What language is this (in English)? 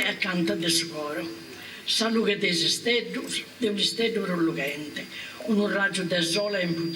Sardinian